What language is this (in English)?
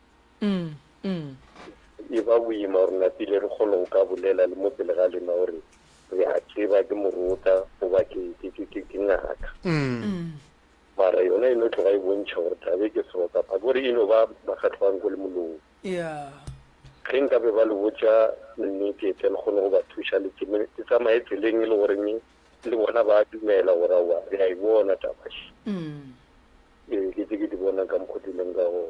Northern Sotho